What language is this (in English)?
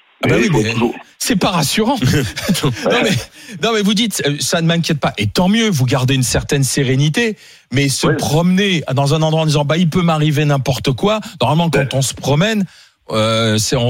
French